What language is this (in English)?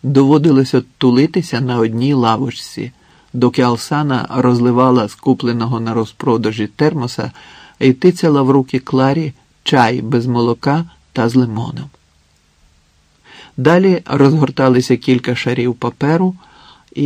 Ukrainian